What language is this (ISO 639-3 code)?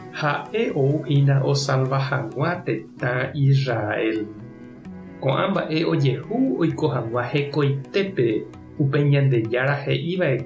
grn